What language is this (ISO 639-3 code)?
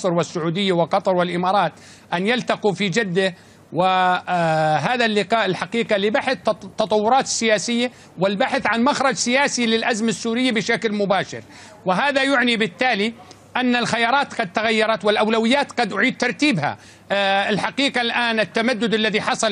ara